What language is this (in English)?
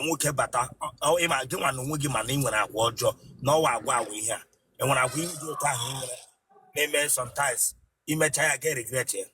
Igbo